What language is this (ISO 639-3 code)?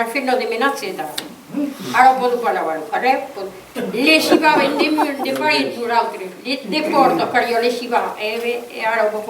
oci